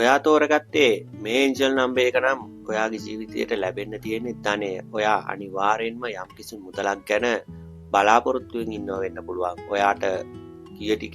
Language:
Sinhala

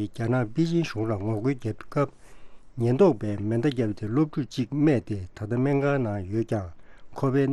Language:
Tibetan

